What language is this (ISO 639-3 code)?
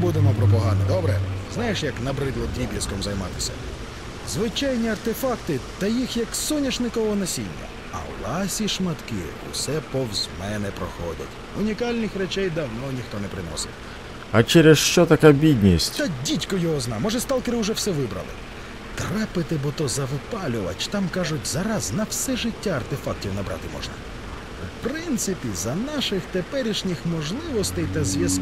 ukr